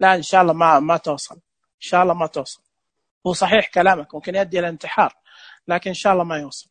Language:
Najdi Arabic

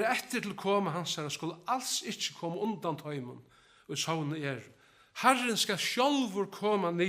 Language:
Faroese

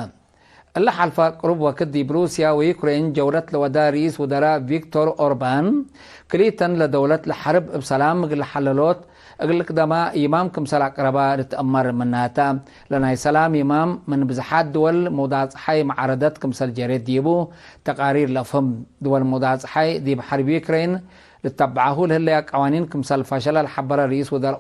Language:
Tigre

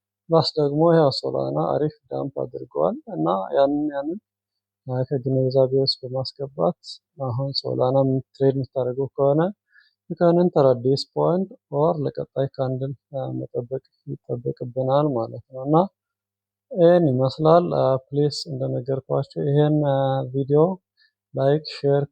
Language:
Amharic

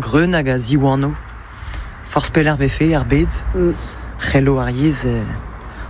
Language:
Breton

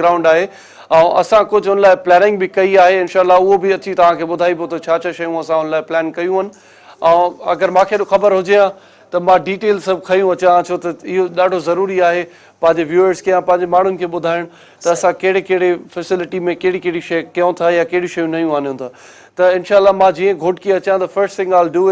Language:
Sindhi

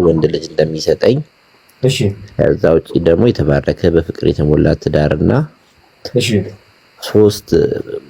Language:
Amharic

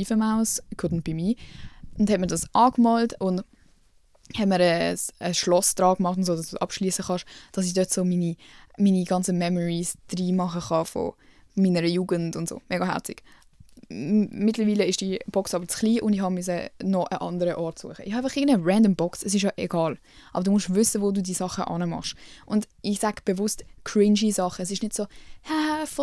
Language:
Swiss German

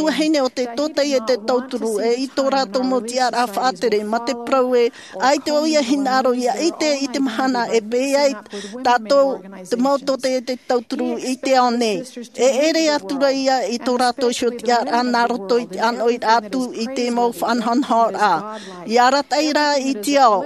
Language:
Tahitian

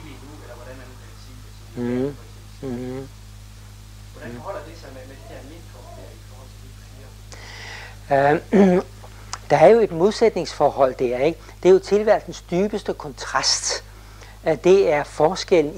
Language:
Danish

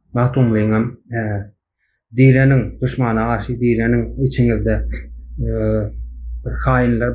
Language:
Turkmen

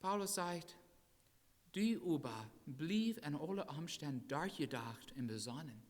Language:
Plautdietsch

